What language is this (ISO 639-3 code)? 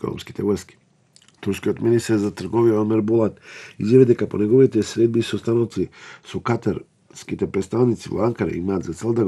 mkd